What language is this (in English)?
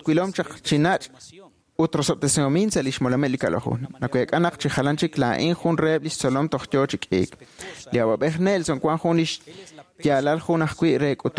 Kekchí